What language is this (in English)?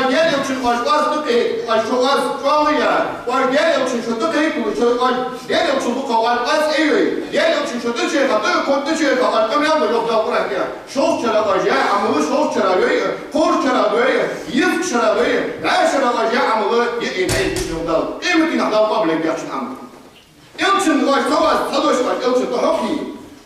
Ingush